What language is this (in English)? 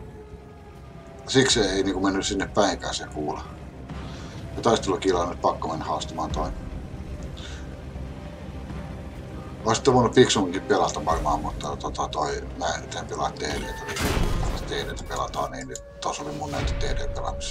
Finnish